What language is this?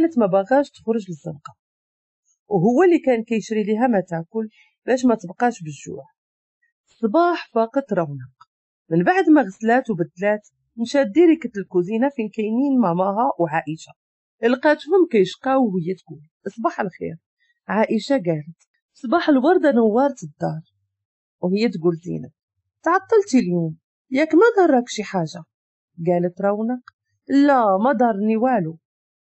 Moroccan Arabic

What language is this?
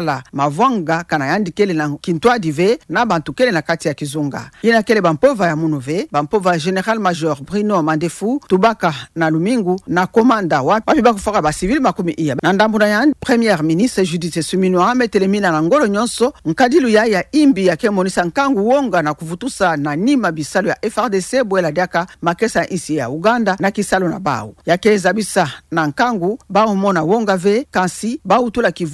Kituba (Democratic Republic of Congo)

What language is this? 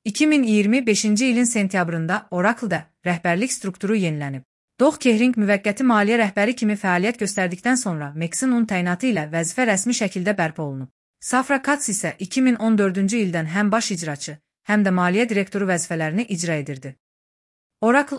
Azerbaijani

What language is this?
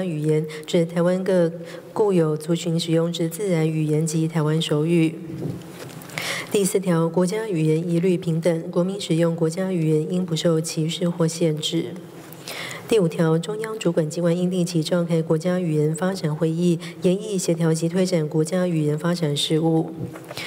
Chinese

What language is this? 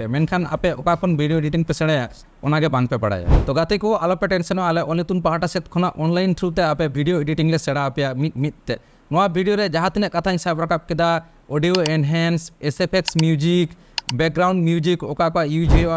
Santali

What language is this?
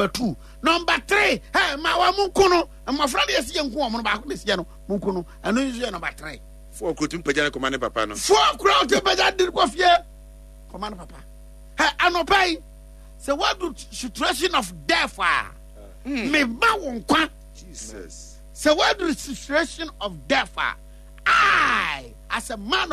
Akan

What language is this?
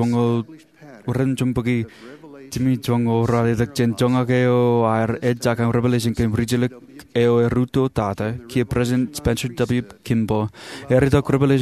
Marshallese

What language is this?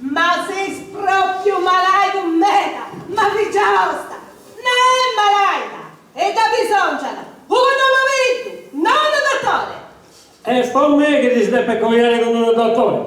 Sardinian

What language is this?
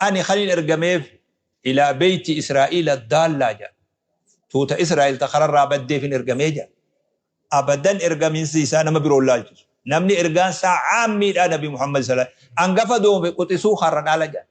Oromo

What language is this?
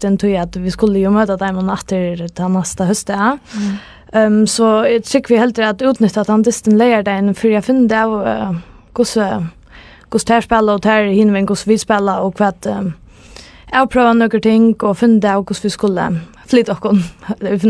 Faroese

